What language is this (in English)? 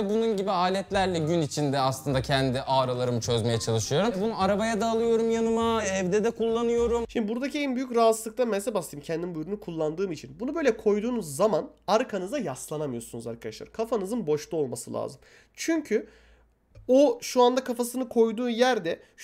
Turkish